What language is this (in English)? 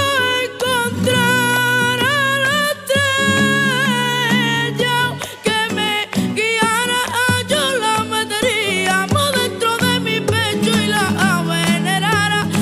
Spanish